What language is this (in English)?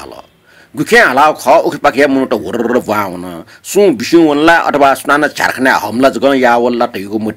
Newari